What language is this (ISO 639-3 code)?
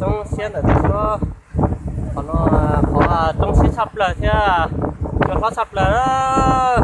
hmn